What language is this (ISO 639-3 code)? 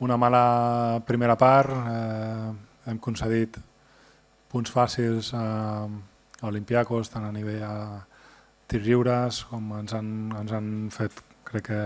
cat